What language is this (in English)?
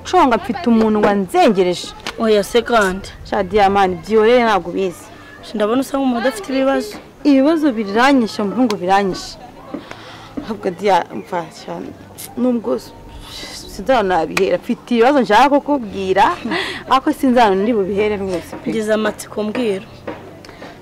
Kinyarwanda